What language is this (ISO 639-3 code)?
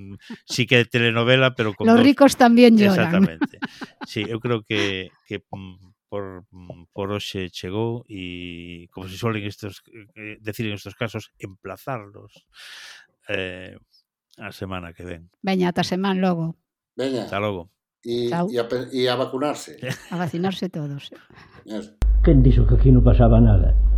glg